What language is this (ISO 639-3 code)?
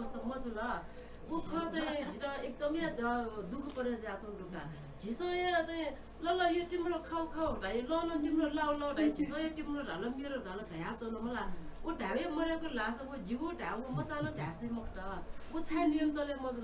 new